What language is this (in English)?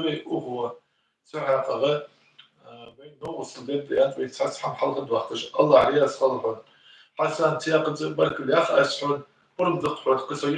Ingush